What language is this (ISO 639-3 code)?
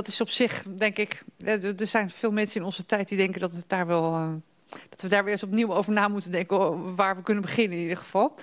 nld